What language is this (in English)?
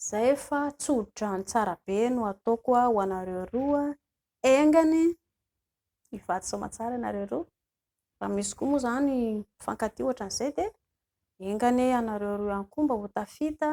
Malagasy